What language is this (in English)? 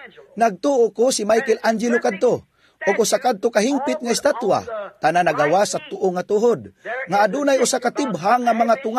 Cebuano